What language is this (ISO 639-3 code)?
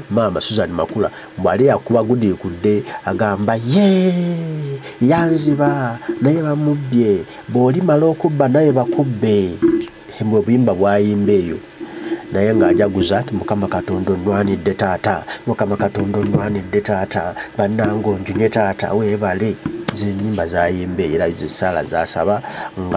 lug